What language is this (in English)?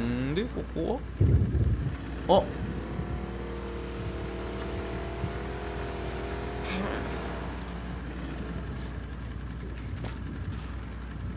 Japanese